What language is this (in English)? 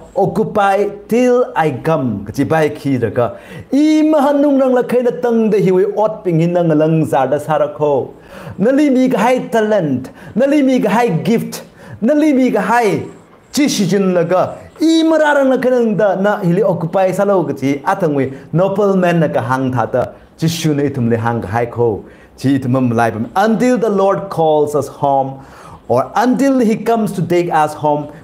Tangkhul Naga (India)